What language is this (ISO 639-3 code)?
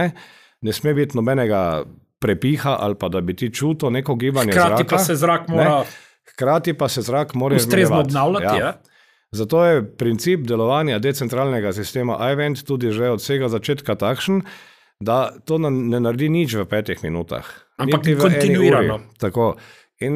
slv